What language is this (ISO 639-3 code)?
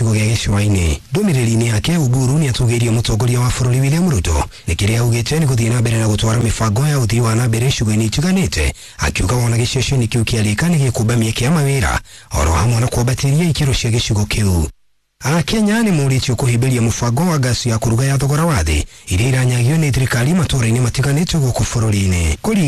kik